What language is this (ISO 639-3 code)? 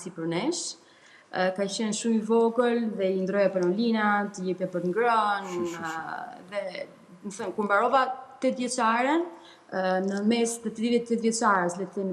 sqi